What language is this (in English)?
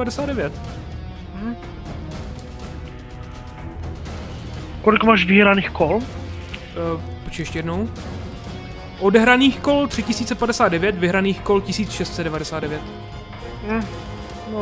Czech